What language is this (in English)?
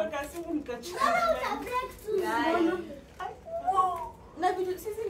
Swahili